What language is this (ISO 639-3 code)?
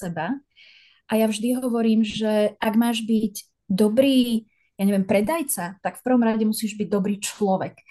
slk